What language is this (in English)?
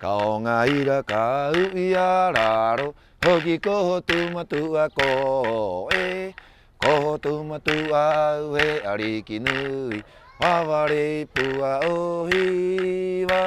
Rapanui